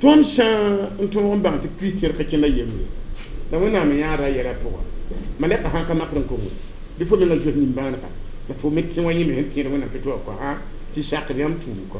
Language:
Mossi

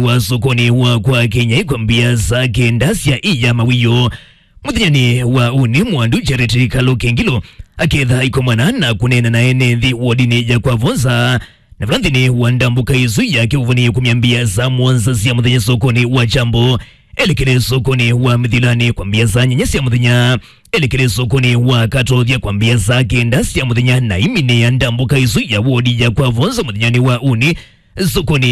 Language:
Kamba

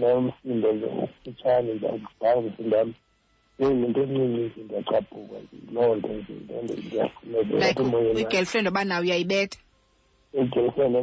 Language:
Xhosa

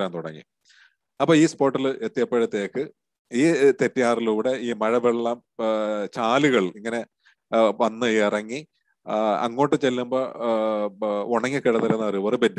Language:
Malayalam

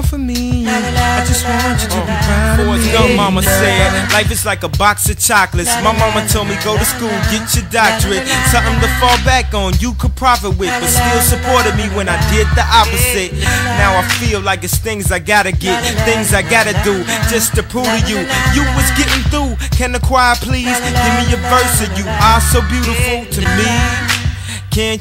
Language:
English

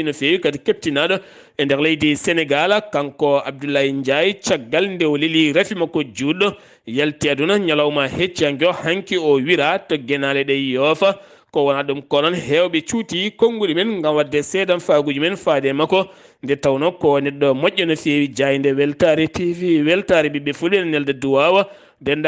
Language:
Fula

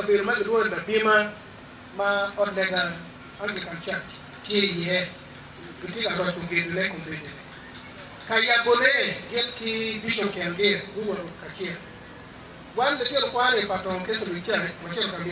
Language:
Acoli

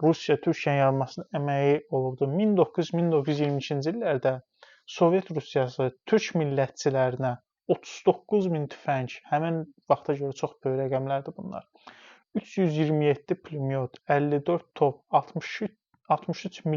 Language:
Azerbaijani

